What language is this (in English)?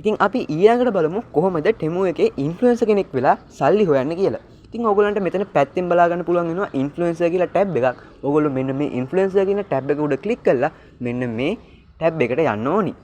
Sinhala